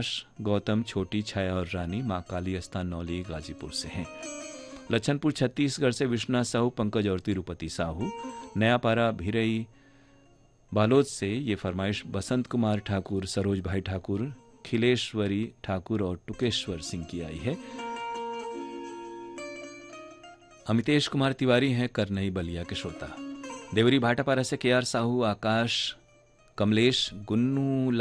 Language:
Bhojpuri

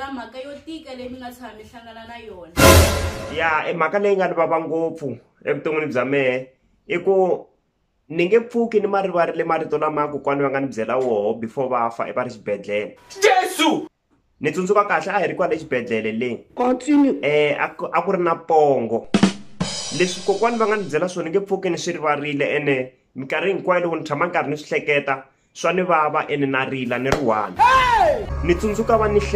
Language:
Tsonga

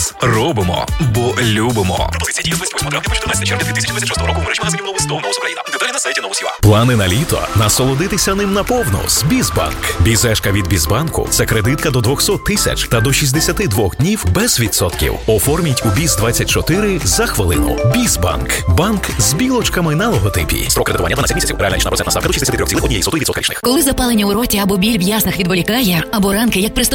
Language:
Ukrainian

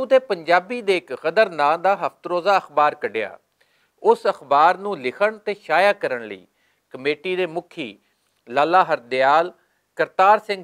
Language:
Western Panjabi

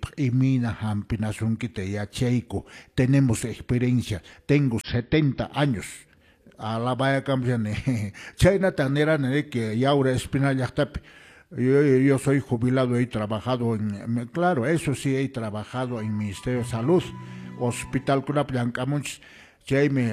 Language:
Quechua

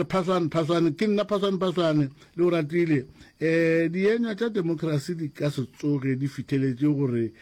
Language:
Northern Sotho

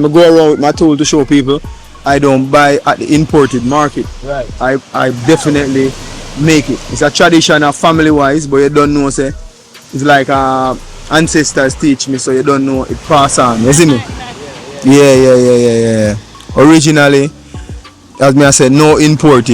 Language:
Jamaican Creole English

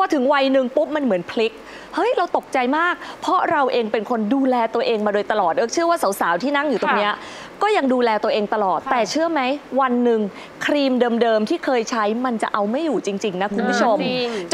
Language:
Thai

